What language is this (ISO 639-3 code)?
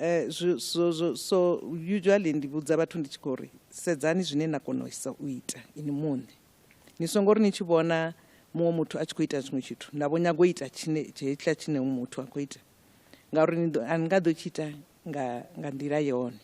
ven